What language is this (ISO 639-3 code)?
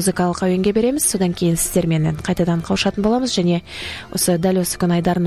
kaz